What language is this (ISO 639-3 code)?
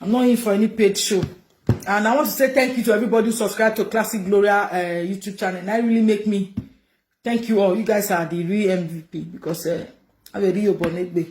pcm